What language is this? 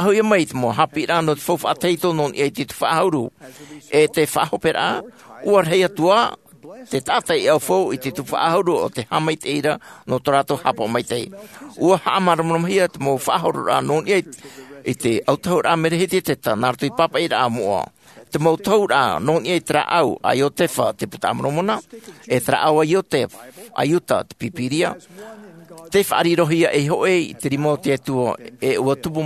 Tahitian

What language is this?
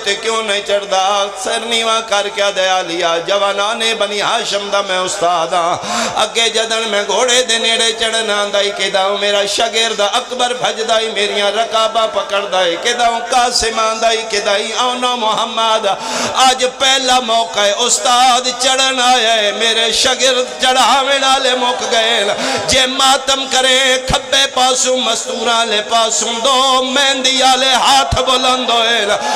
Pahari-Potwari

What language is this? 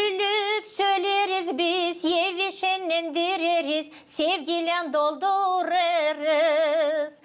Gagauz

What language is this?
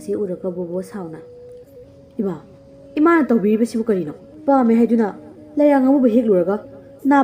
Manipuri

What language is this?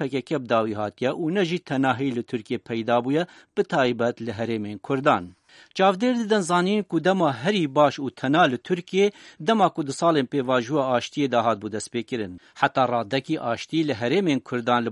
Kurdish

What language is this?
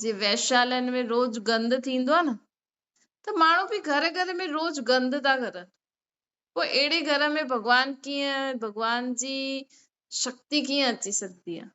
Sindhi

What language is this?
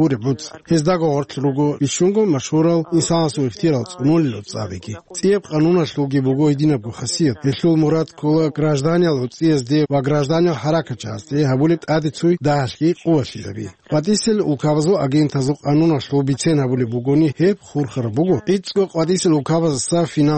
Avaric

